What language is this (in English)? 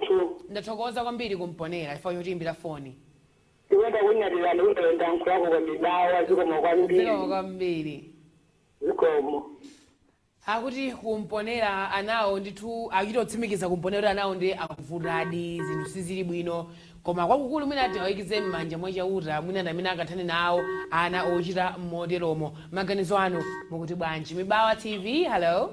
Nyanja